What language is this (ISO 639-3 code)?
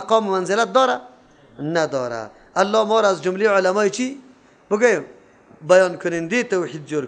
fas